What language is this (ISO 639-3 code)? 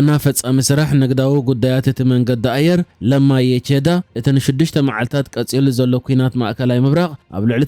tir